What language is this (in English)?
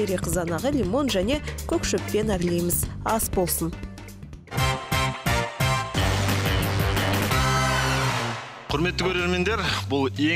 Kazakh